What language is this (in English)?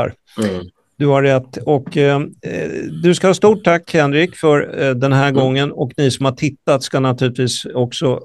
Swedish